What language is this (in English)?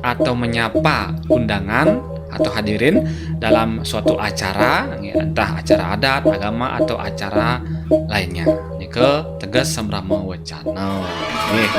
Balinese